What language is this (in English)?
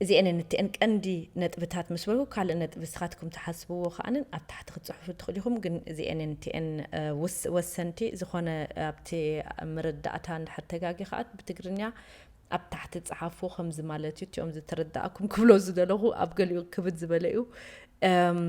Tigrinya